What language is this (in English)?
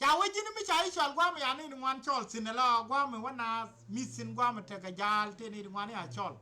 Nuer